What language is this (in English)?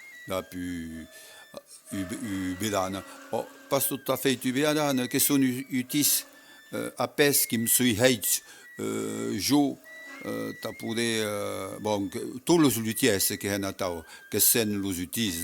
Occitan